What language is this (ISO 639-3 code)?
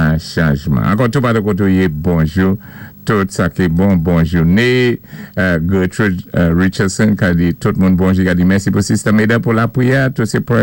acf